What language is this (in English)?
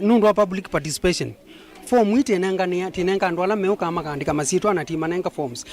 Kamba